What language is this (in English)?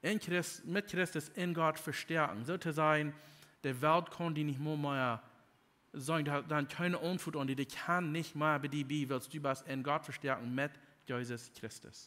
Plautdietsch